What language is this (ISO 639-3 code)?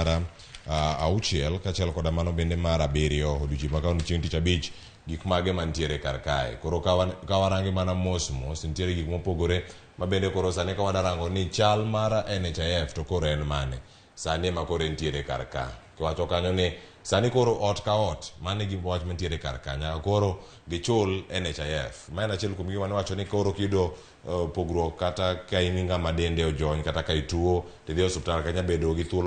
luo